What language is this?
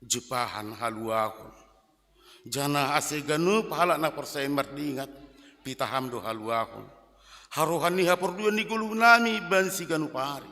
Batak Simalungun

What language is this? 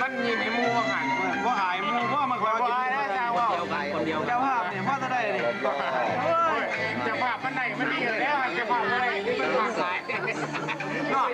Lao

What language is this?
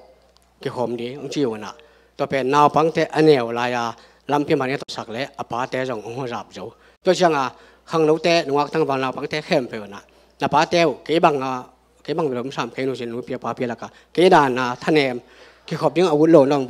Tedim Chin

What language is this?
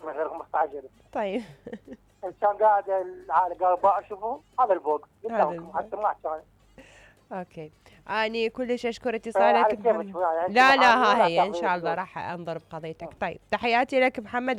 Mesopotamian Arabic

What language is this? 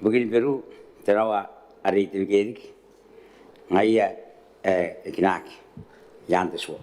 Gilbertese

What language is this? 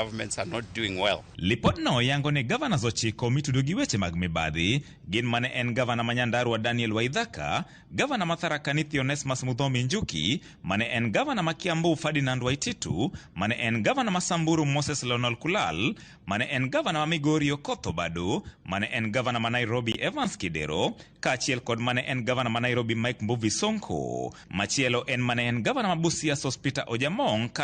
Luo (Kenya and Tanzania)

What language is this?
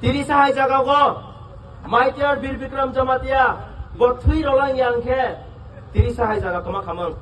Kok Borok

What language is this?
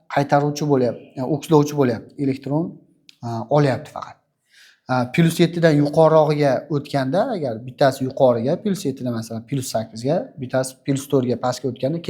Uzbek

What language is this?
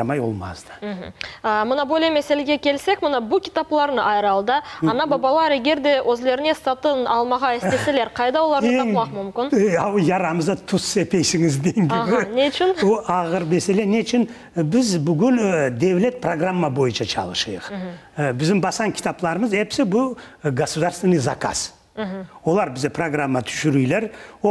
Crimean Tatar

